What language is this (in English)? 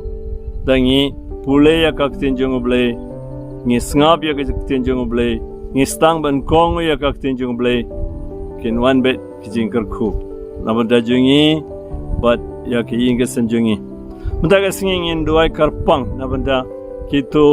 Khasi